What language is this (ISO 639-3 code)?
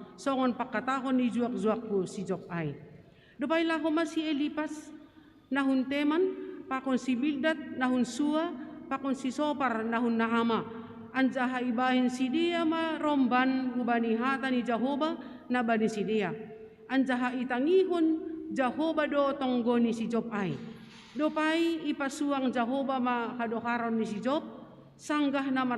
bts